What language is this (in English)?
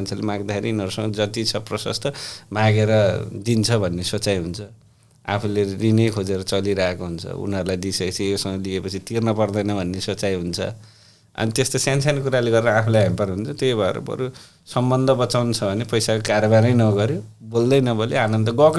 Nepali